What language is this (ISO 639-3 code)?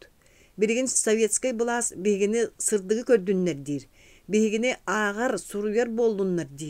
sah